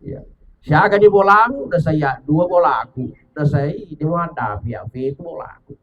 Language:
Buginese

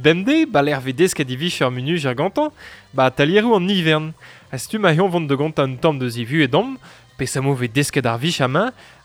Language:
Breton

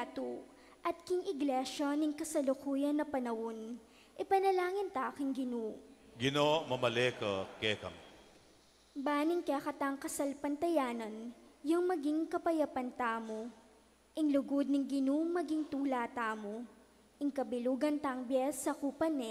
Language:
Pampanga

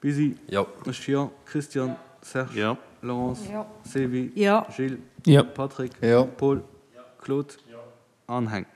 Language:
Luxembourgish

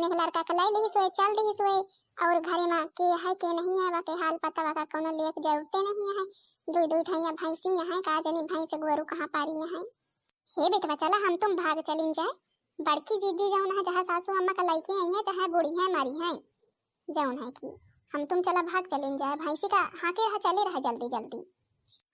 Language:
Awadhi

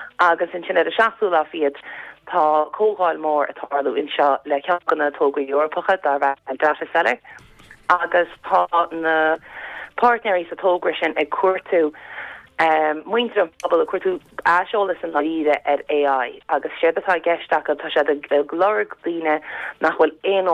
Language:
Irish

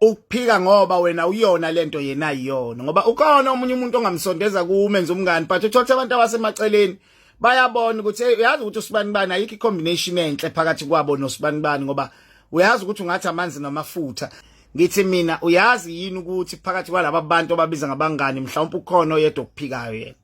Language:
Zulu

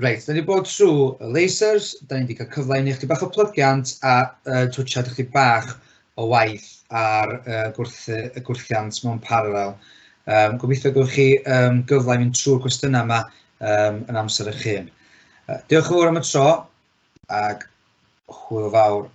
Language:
Welsh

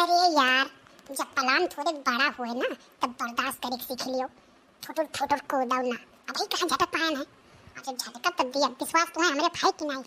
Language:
Awadhi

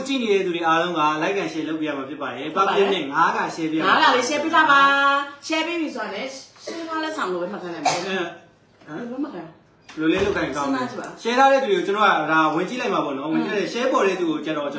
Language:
Burmese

